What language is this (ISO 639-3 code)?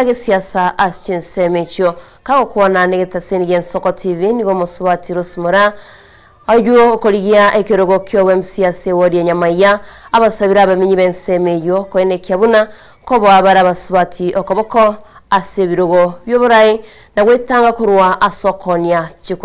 guz